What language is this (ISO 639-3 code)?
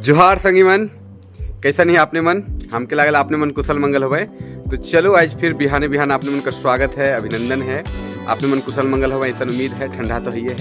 sck